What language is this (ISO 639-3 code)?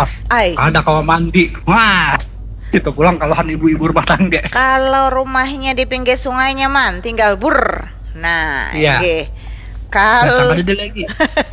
bjn